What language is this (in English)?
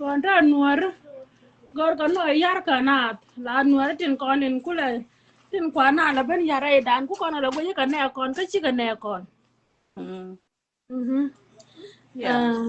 Nuer